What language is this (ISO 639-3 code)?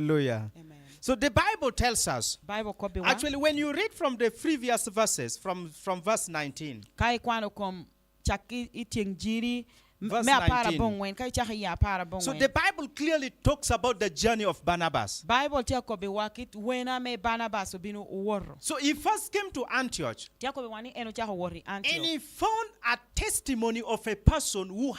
laj